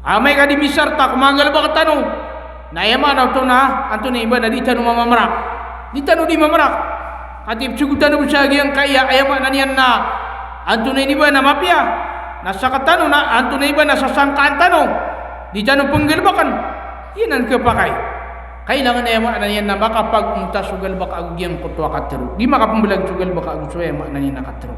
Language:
Maranao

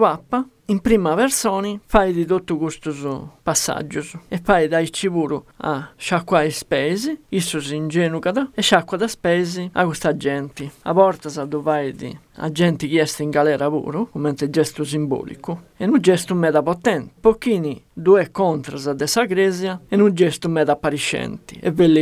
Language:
Sardinian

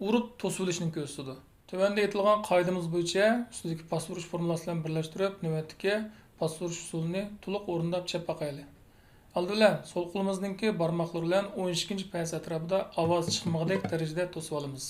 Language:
Uyghur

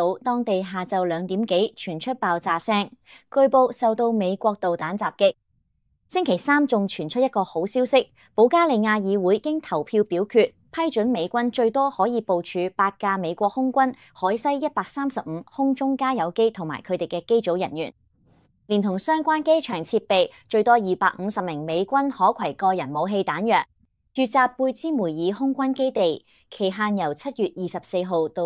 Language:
Cantonese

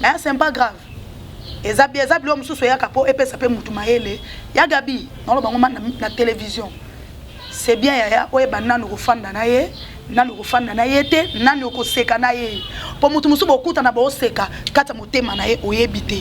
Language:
Lingala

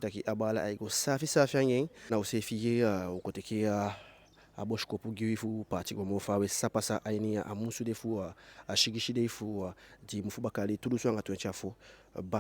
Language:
Eastern Maroon Creole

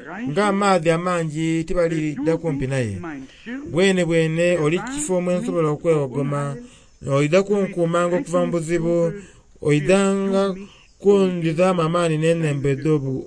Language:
Soga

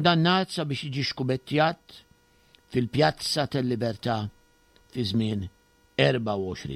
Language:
Maltese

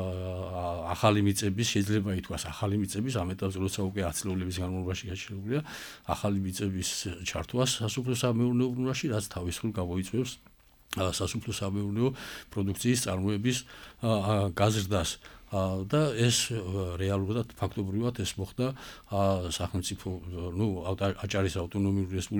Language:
Georgian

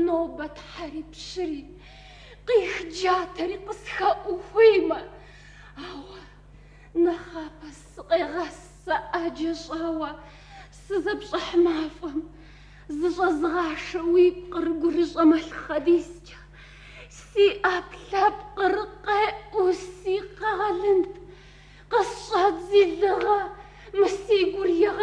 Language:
Kabardian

